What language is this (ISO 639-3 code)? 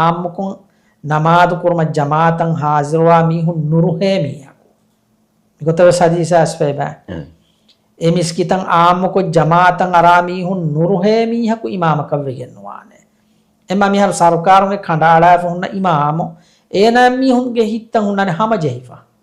div